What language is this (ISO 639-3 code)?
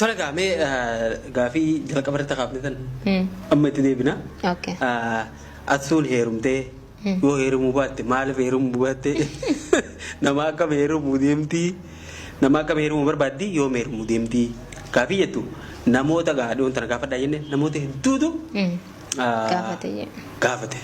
orm